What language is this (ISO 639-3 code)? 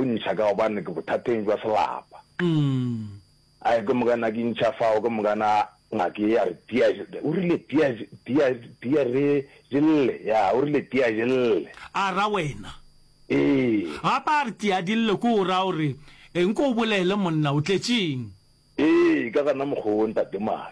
nso